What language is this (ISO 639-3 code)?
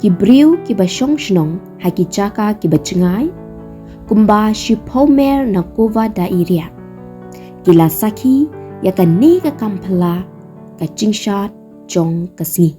kha